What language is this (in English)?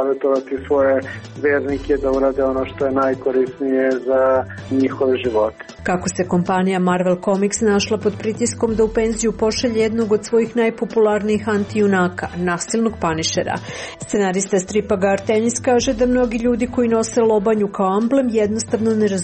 Serbian